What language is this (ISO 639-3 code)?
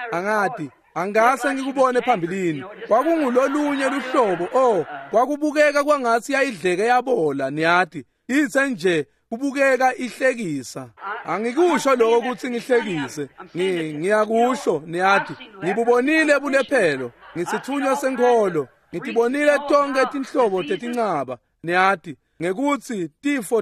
ssw